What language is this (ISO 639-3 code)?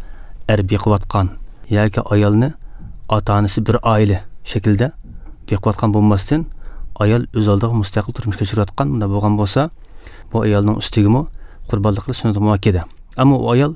uig